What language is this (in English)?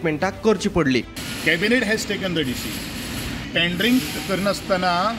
Konkani